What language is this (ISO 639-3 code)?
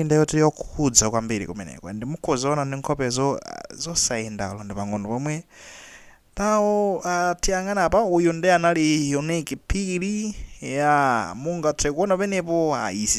nya